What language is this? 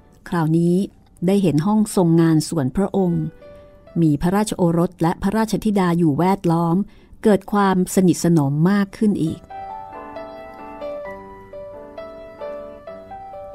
Thai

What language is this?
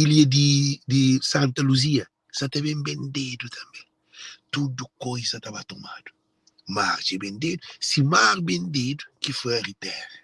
Kabuverdianu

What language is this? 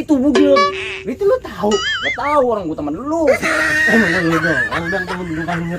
Betawi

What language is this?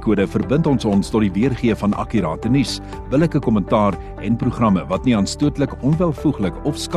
Afrikaans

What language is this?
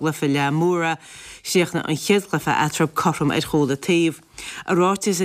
Irish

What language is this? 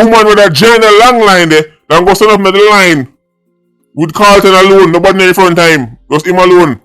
Jamaican Creole English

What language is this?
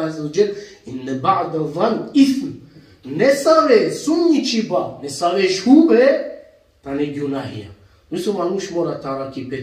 Balkan Romani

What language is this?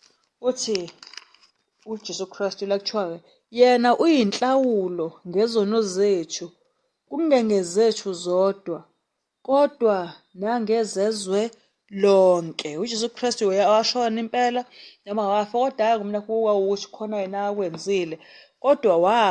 Zulu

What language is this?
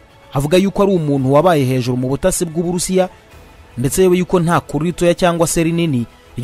Kinyarwanda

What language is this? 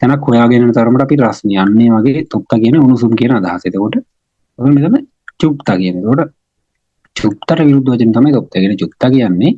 Sinhala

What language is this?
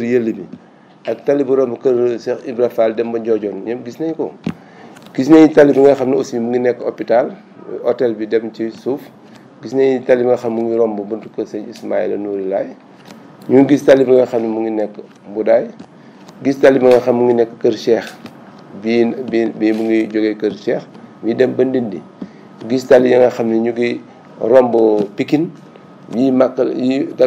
Wolof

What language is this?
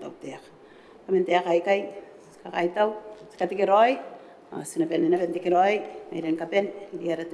Gilbertese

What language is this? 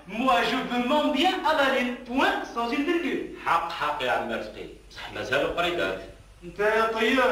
Algerian Arabic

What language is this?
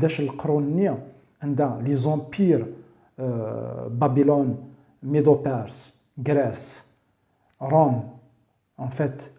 Kabyle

